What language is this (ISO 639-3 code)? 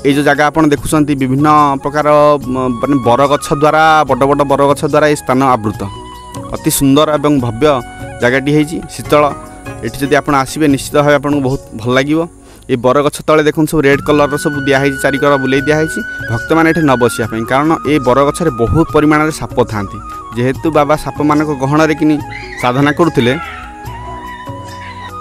ori